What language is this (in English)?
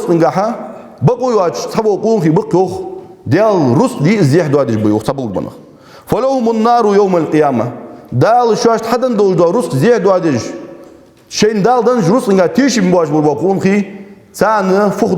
Ingush